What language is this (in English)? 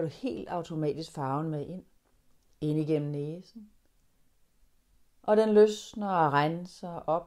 Danish